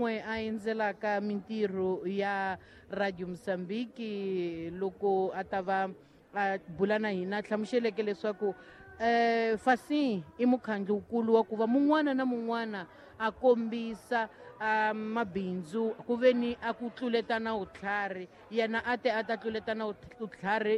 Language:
Tsonga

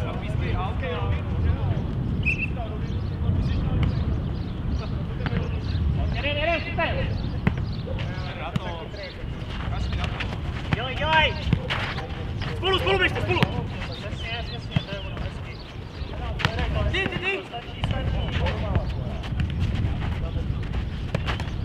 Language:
Czech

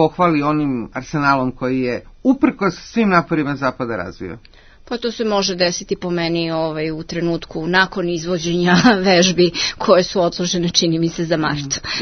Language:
Serbian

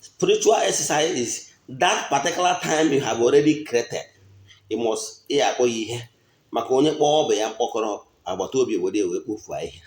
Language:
Igbo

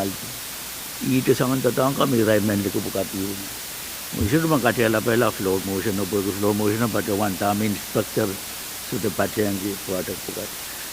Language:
Pohnpeian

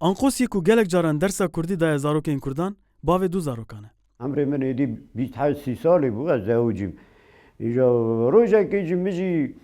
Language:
Kurdish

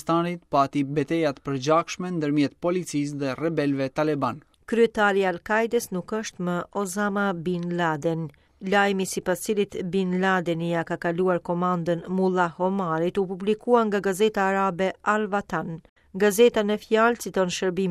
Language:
Albanian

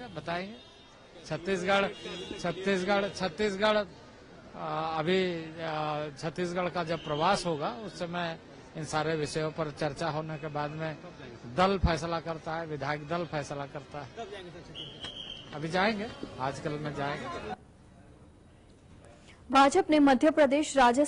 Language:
Gujarati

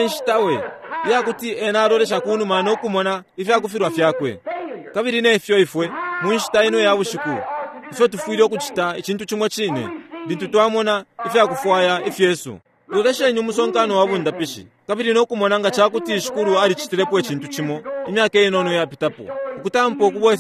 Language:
Bemba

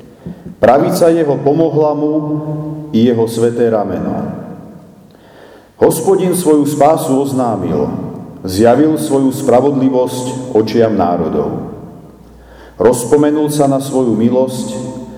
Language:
Slovak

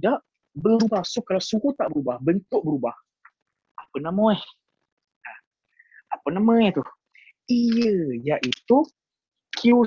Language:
Malay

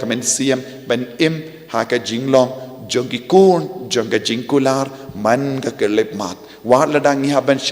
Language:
Khasi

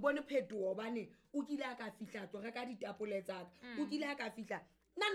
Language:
Southern Sotho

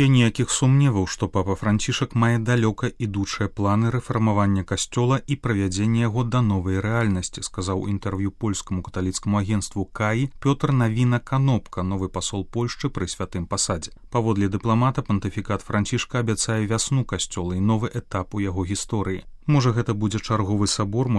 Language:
Belarusian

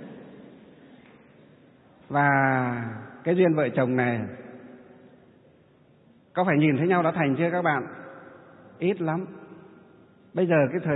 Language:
Vietnamese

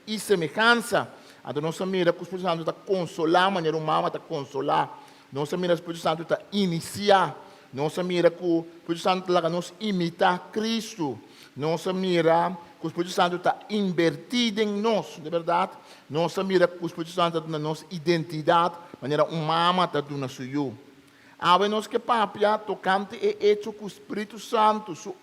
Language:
Papiamento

